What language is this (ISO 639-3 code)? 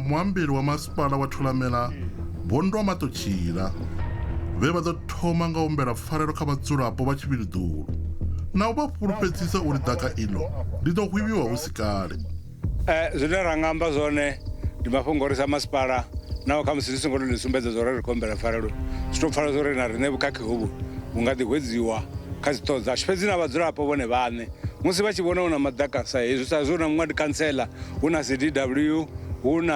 ven